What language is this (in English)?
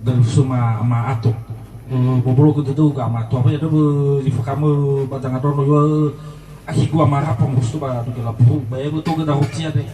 Nias